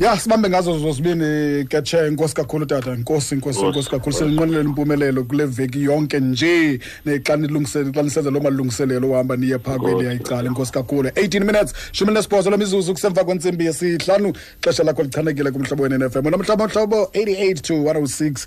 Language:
Xhosa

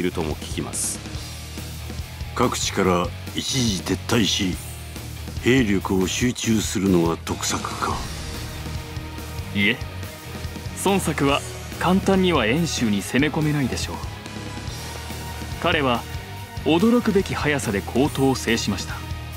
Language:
Japanese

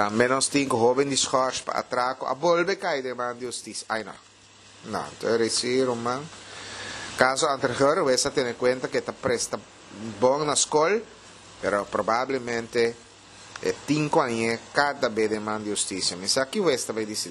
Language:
Papiamento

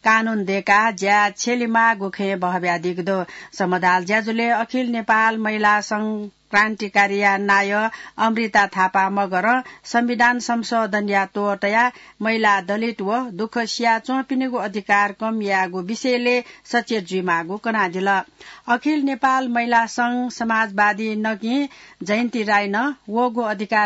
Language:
Newari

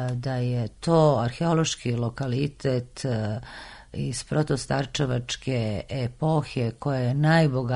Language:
Serbian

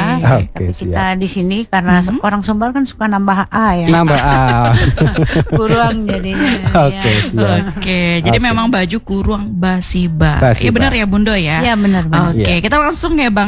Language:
Indonesian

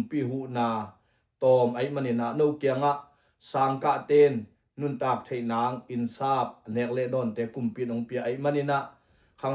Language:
Tedim Chin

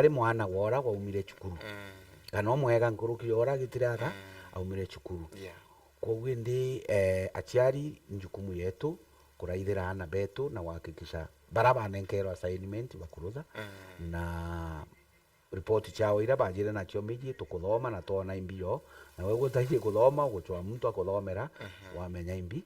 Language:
Meru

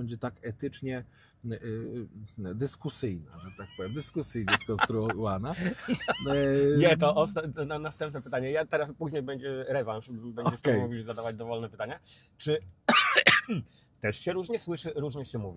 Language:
Polish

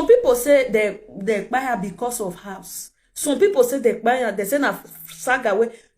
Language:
Nigerian Pidgin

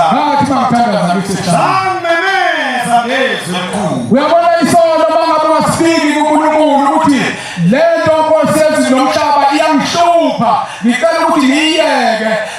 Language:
Zulu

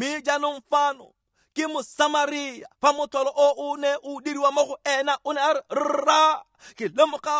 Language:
Tswana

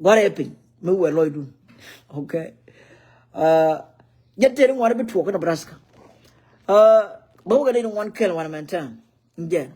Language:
Nuer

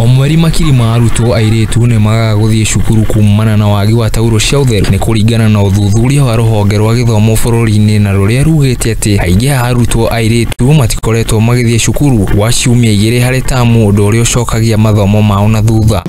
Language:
Kikuyu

